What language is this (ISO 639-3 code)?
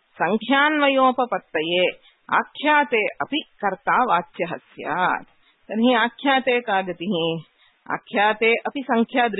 san